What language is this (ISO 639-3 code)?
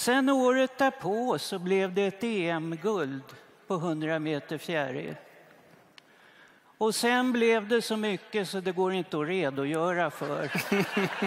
swe